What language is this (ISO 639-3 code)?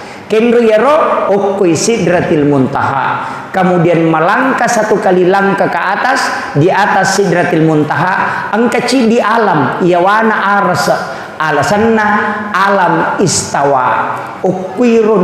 bug